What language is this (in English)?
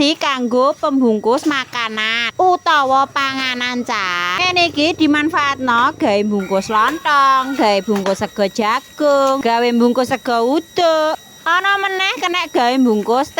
Javanese